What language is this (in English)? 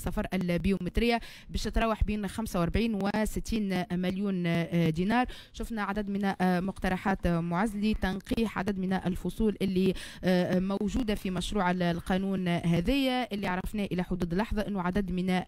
Tunisian Arabic